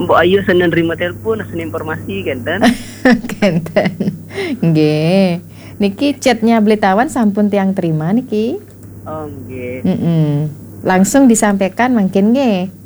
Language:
Balinese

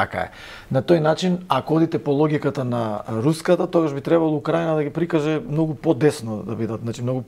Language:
Macedonian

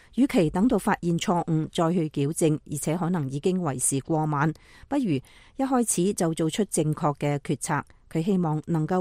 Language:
Cantonese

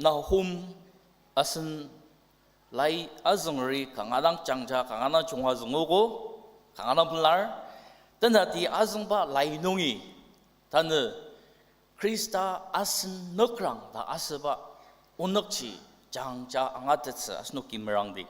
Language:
Ao Naga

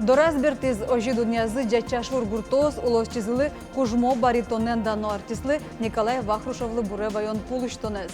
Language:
Udmurt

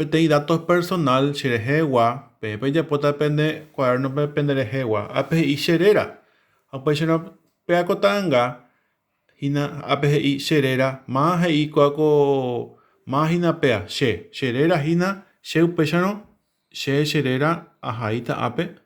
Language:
Guarani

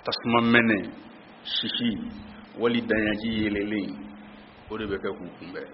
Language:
Bambara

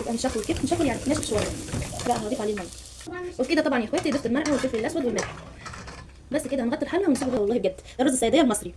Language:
Egyptian Arabic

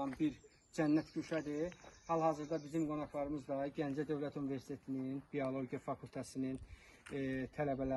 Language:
Azerbaijani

